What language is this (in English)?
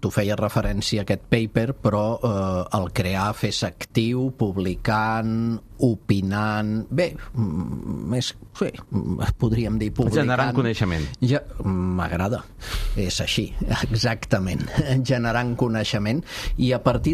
Catalan